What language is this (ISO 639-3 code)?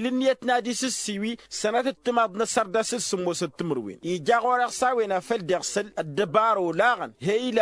taq